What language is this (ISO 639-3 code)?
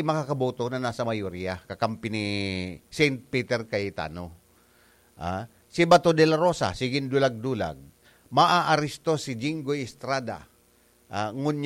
bik